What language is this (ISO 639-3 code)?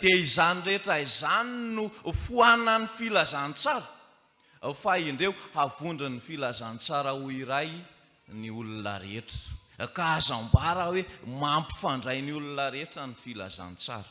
mlg